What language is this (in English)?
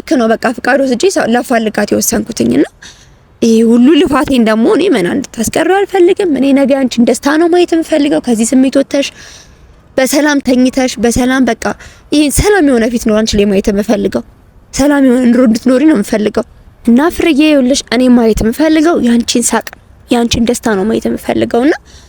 Amharic